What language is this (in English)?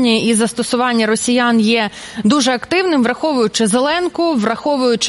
Ukrainian